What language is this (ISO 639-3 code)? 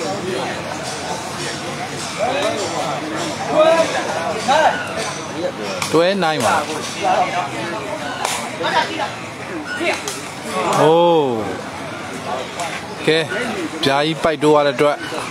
mya